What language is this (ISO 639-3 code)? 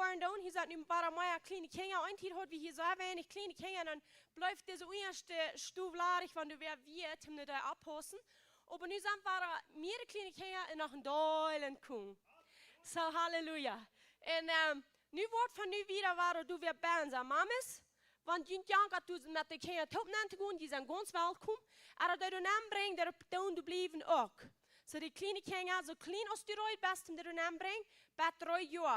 pdt